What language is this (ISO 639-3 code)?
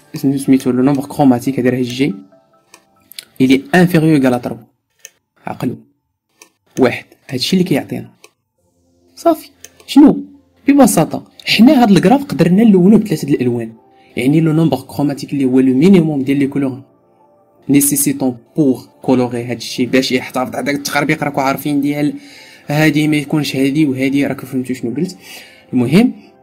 ary